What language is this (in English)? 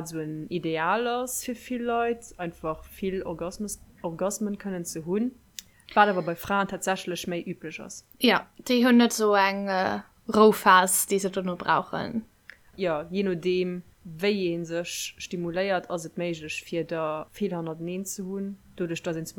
Luxembourgish